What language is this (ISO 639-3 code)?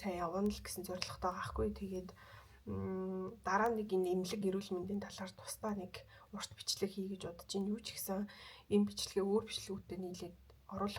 mon